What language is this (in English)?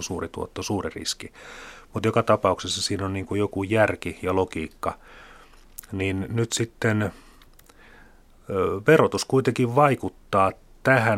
Finnish